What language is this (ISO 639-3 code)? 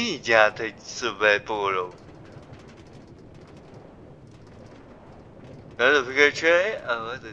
ces